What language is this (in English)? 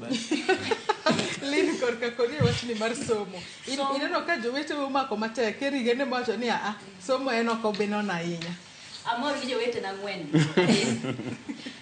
Luo (Kenya and Tanzania)